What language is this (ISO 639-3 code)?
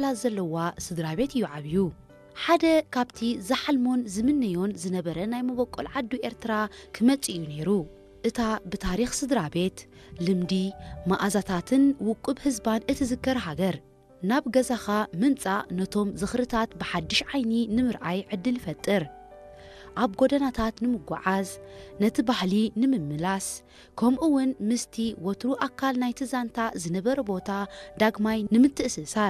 tir